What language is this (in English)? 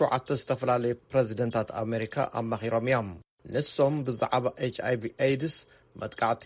Tigrinya